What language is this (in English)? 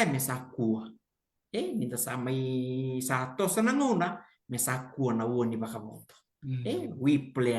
Fijian